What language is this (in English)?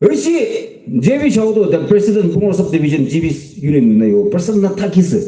Yimchungru Naga